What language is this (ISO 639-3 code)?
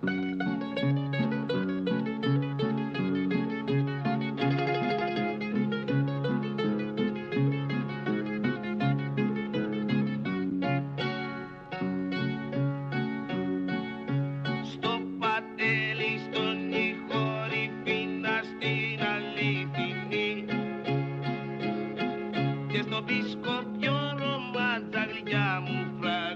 ell